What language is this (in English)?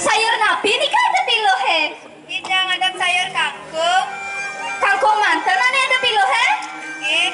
Balinese